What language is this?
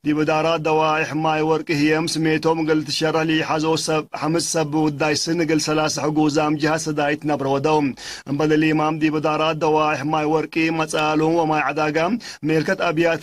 Tigre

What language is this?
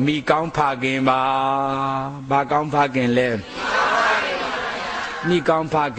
Burmese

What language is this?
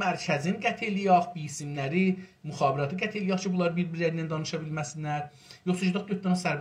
South Azerbaijani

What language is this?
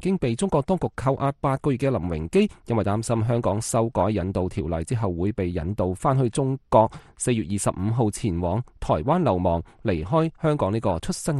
Cantonese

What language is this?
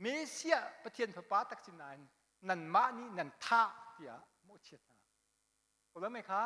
Hakha Chin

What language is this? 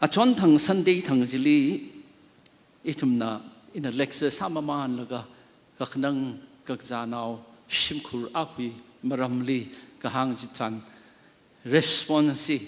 Tangkhul Naga (India)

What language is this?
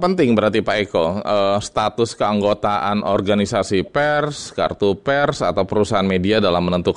Indonesian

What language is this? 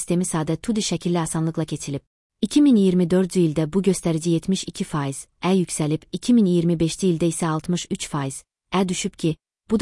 Azerbaijani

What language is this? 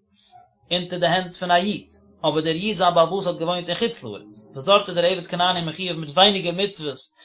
Yiddish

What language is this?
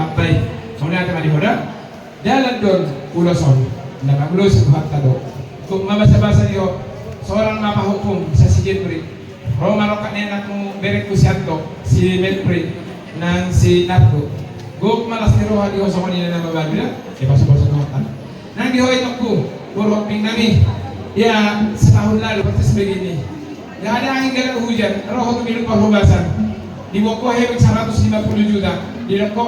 Batak Toba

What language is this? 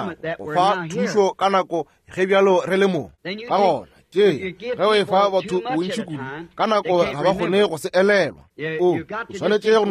Northern Sotho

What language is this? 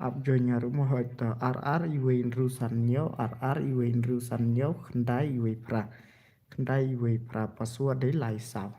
Khasi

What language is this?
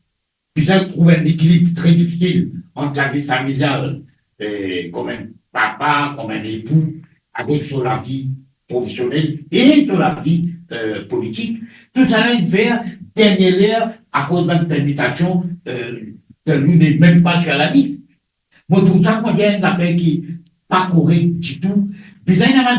Morisyen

